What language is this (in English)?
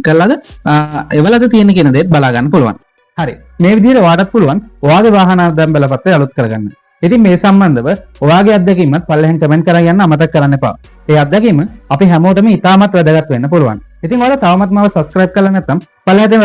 Sinhala